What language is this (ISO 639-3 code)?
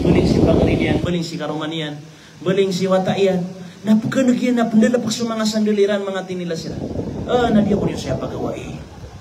mrw